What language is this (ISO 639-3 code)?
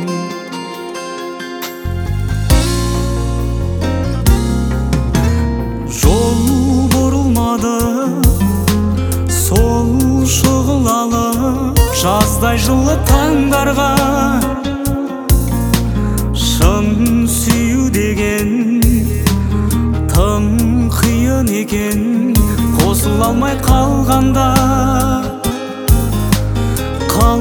kaz